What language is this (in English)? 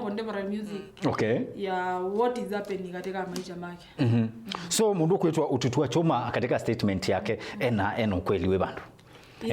Kamba